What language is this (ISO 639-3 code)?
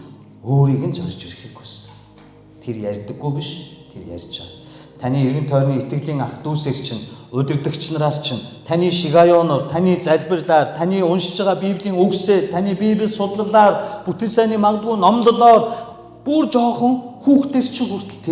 mon